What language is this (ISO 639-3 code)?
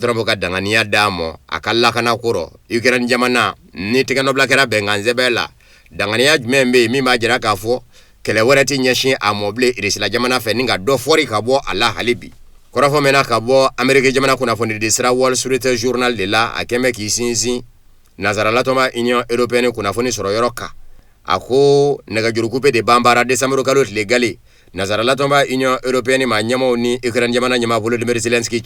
bam